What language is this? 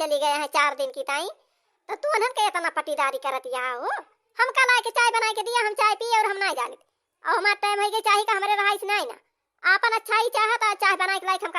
Awadhi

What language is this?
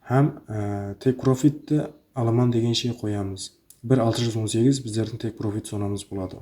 Kara-Kalpak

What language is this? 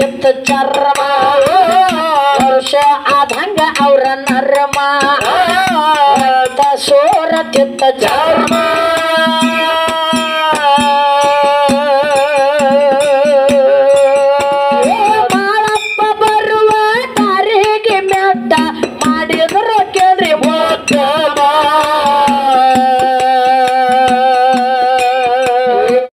Kannada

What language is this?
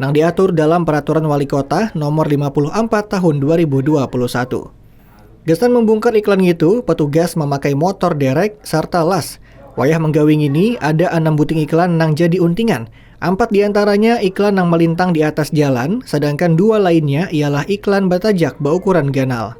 Banjar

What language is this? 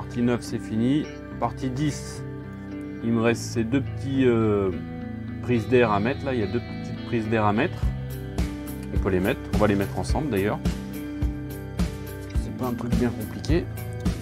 French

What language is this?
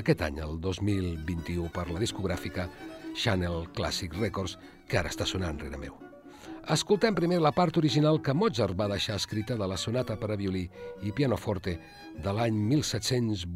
Catalan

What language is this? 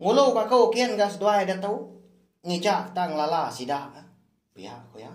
Iban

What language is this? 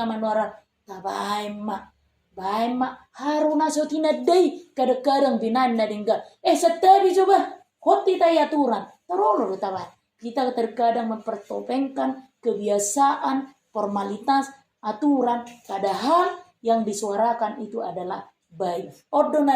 Batak Toba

